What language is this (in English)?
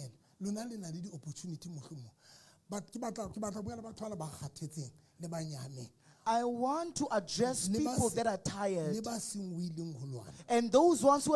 Southern Sotho